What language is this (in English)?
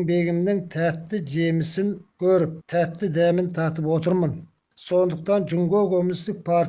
Kazakh